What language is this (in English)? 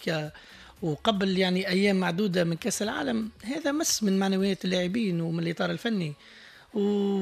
Tunisian Arabic